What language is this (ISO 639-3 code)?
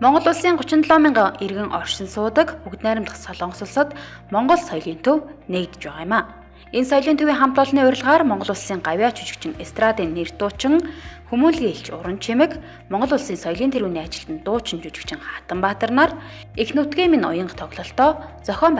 mon